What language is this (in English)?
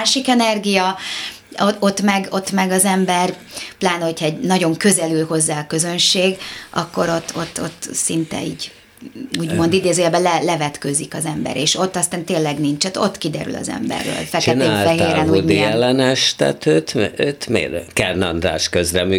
Hungarian